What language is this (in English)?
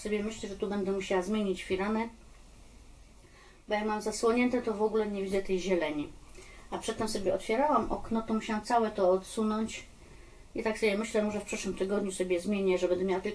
Polish